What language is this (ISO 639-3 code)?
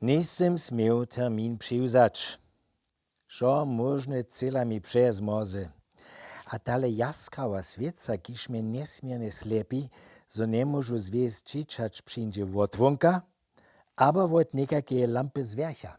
hsb